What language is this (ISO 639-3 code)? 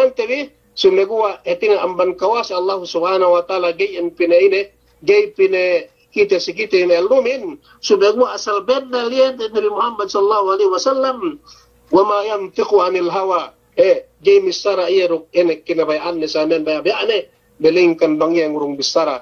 yka